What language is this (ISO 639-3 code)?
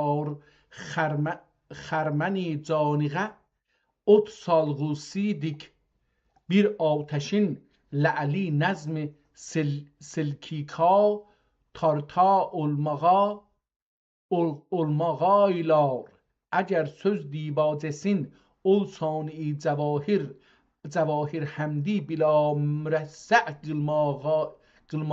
azb